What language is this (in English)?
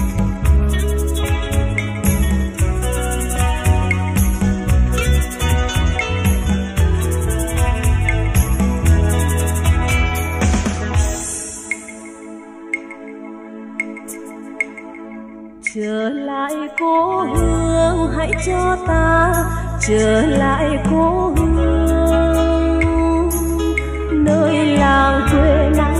Vietnamese